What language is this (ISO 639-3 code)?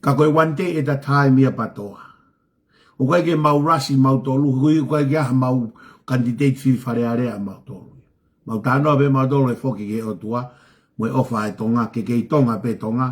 ton